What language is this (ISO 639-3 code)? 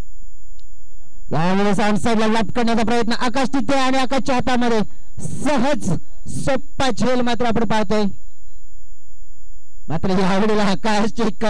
mar